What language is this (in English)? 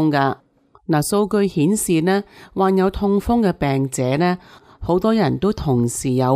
Cantonese